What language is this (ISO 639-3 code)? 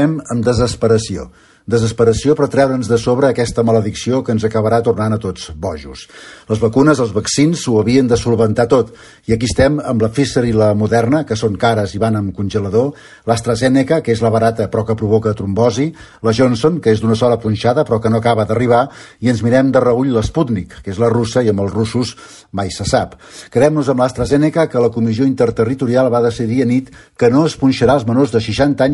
cat